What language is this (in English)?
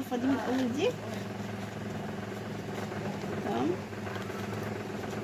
Egyptian Arabic